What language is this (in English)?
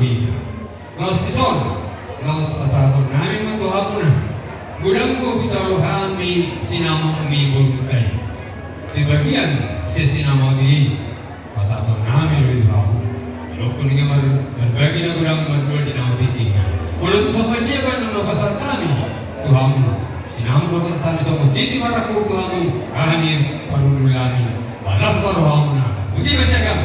Batak Toba